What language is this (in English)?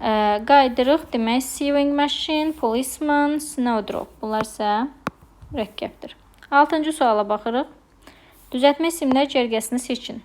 Azerbaijani